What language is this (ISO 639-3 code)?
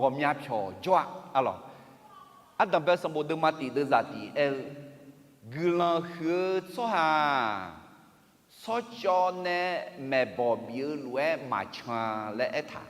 ahk